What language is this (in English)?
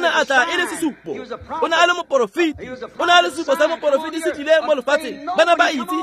Tswana